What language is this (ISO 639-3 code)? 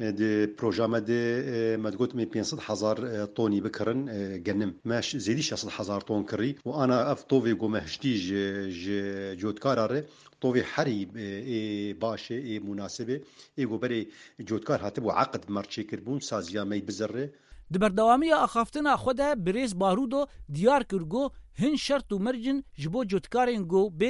kur